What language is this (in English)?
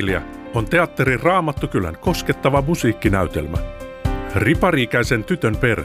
Finnish